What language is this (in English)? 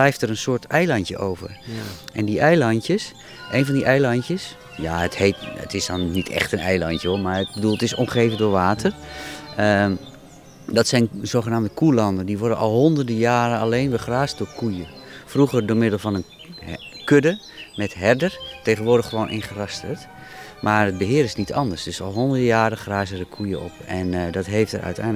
Dutch